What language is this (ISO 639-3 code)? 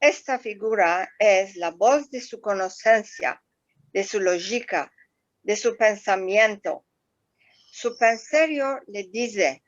lad